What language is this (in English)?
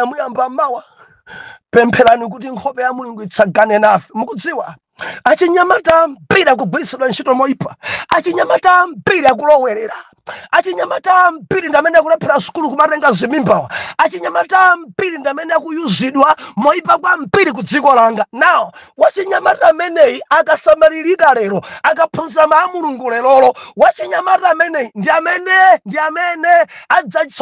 Nyanja